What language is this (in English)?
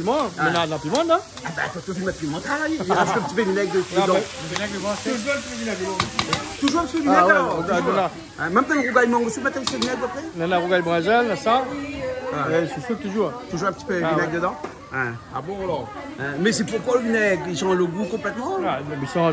Réunion Creole French